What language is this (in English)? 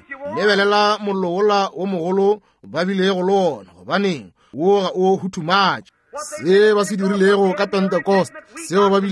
Northern Sotho